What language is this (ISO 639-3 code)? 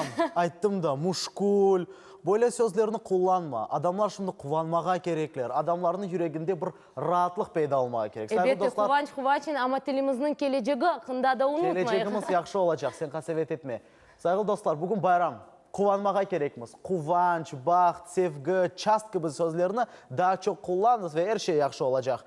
crh